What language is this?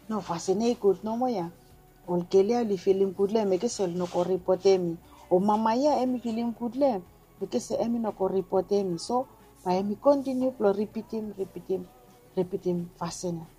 Bislama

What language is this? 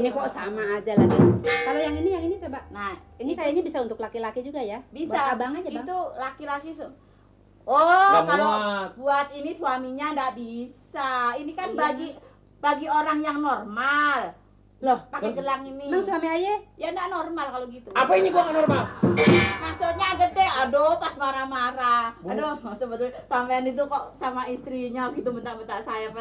Betawi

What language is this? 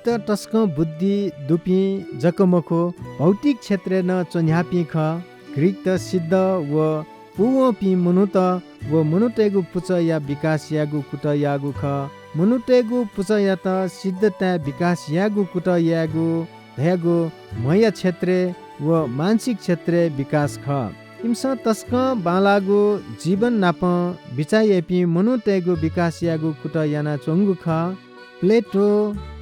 Newari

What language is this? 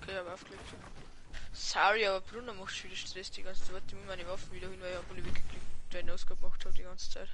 Bavarian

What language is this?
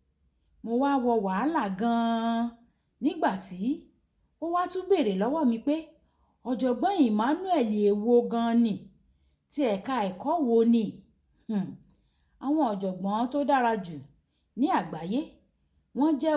Yoruba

